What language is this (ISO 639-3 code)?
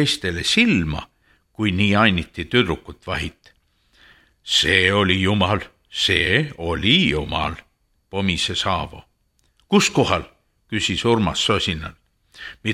est